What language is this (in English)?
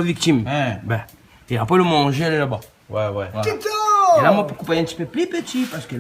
Réunion Creole French